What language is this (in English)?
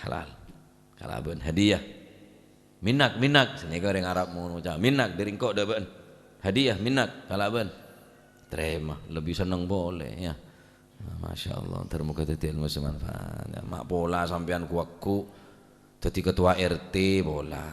Madurese